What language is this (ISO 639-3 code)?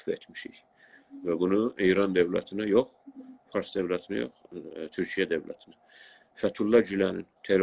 azb